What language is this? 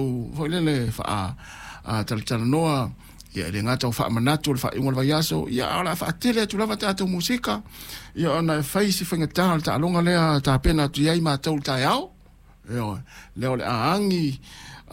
Samoan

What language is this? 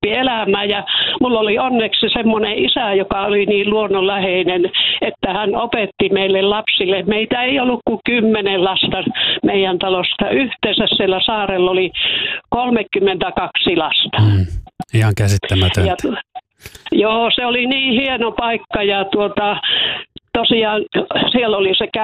Finnish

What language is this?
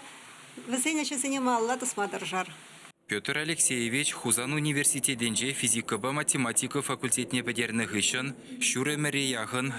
Chuvash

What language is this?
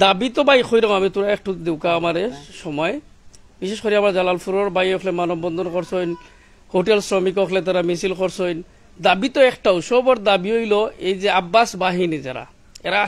Sylheti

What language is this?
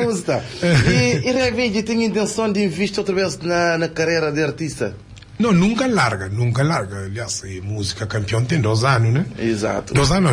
Kabuverdianu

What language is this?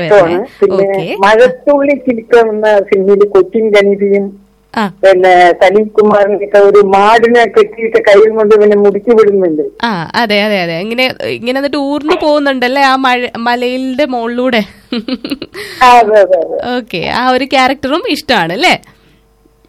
Malayalam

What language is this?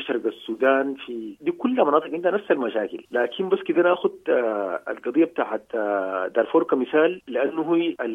Sudanese Arabic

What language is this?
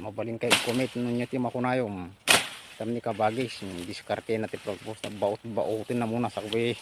Iloko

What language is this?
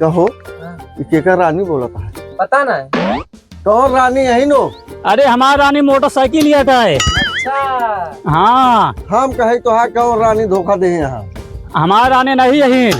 Awadhi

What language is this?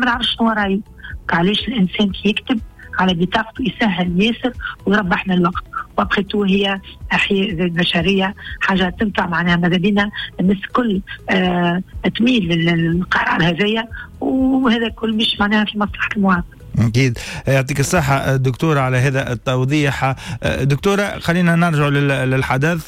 Tunisian Arabic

